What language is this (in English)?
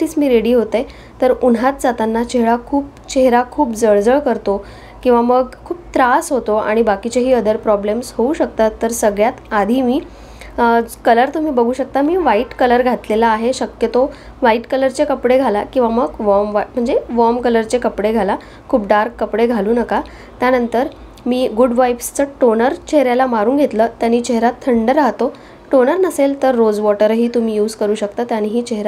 Marathi